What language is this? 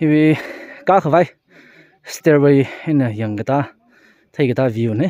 Tangkhul Naga (India)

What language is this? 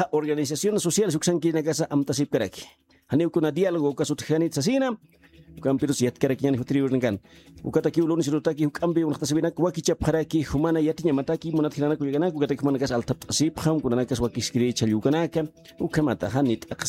Aymara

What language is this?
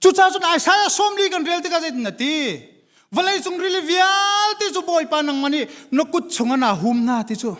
Hakha Chin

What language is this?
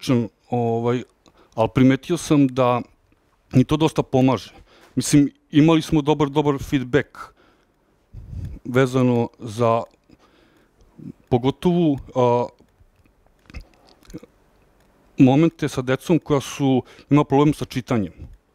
Serbian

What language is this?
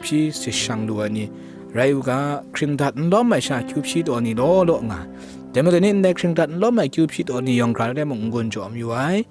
Kachin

